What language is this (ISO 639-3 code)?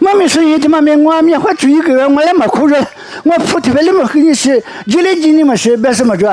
lis